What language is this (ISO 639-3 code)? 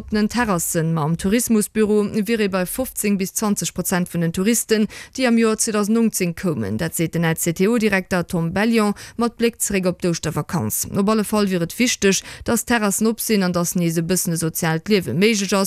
ltz